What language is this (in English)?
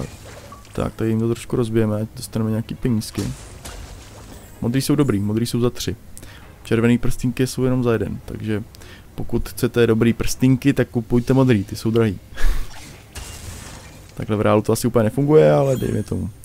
Czech